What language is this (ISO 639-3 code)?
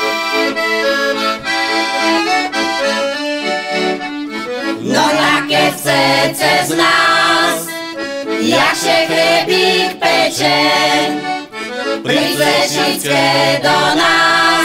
slk